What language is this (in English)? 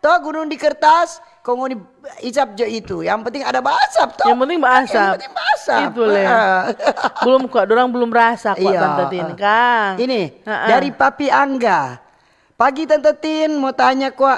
Manado Malay